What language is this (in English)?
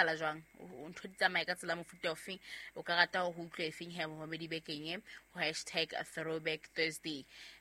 Southern Sotho